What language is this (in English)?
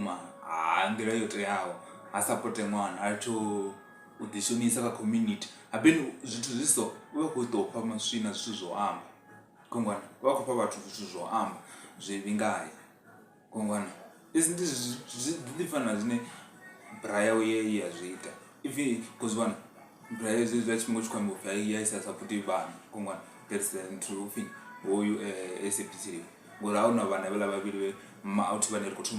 Venda